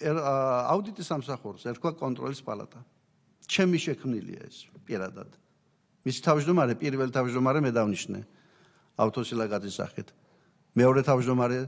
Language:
Georgian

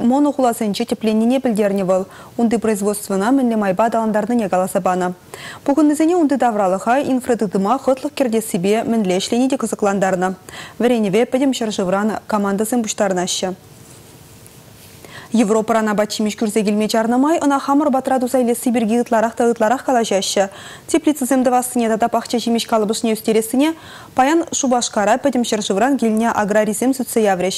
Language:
Chuvash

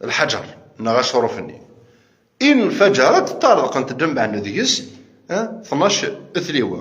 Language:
Kabyle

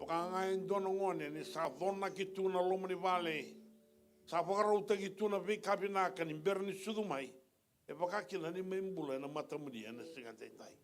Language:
Fijian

